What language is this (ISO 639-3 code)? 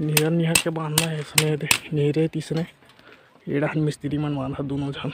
hne